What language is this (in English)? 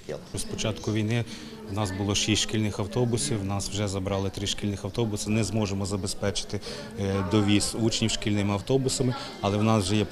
Ukrainian